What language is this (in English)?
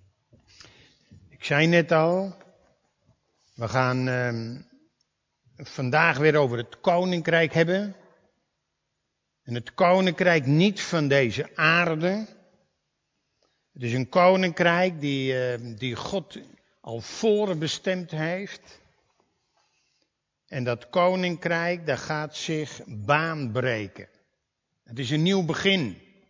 Dutch